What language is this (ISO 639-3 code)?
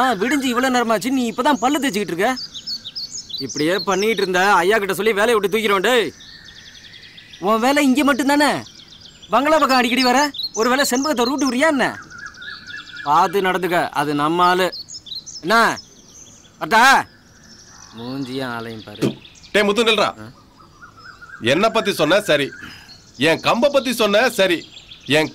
tam